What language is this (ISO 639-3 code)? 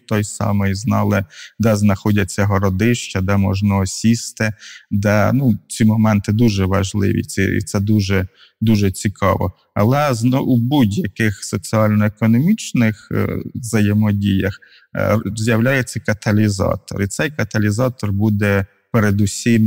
ukr